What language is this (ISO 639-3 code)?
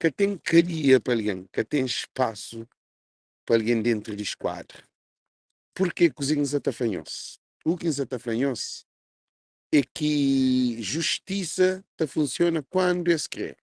kea